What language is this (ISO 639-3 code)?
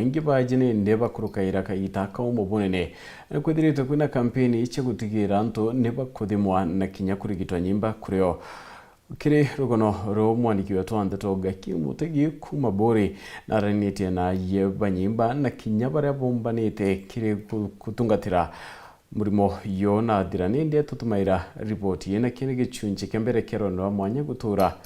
mer